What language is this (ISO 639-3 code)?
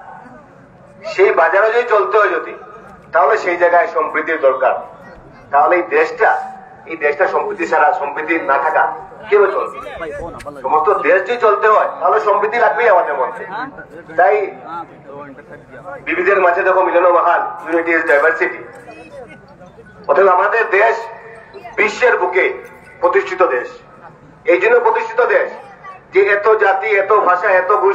ben